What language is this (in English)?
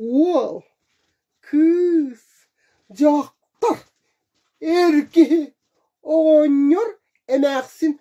Yakut